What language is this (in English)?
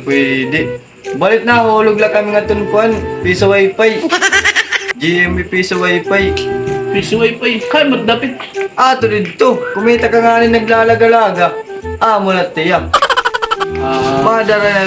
Waray